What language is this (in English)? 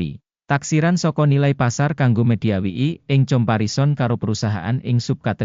Javanese